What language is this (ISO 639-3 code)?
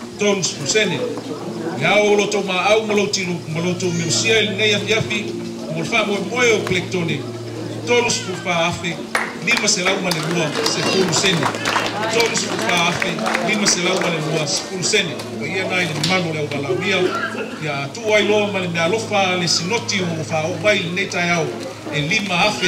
smo